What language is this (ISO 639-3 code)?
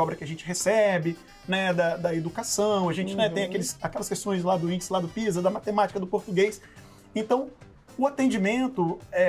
por